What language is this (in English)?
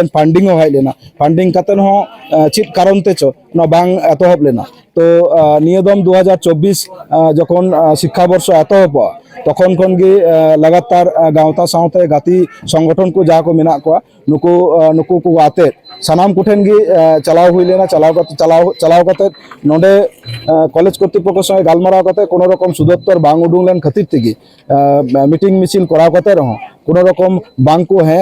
Santali